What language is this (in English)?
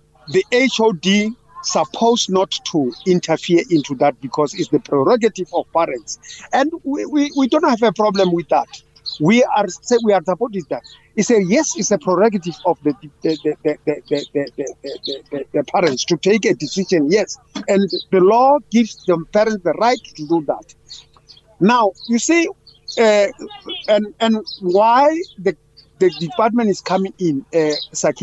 English